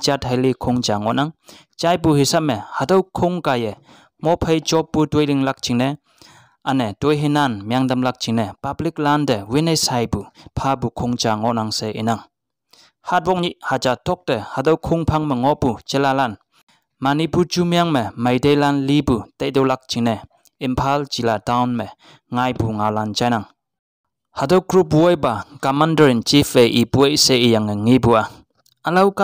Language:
Konyak Naga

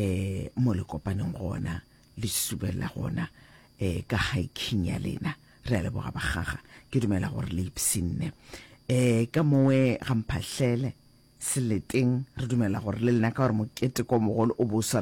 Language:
Northern Sotho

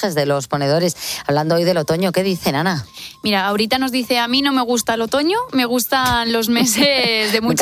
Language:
Spanish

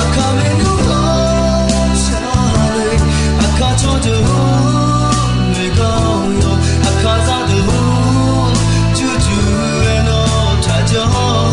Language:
Akha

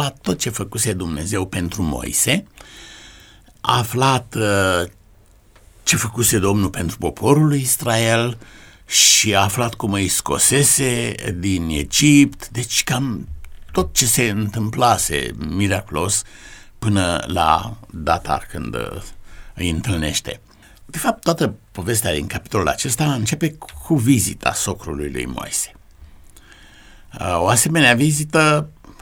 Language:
Romanian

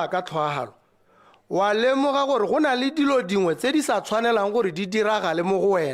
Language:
Tswana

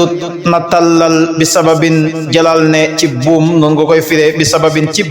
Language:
Wolof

